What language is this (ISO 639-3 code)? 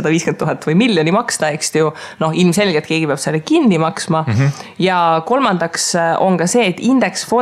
est